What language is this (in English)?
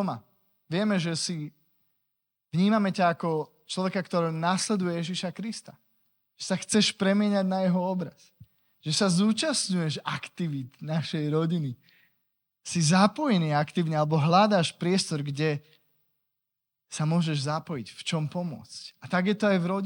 Slovak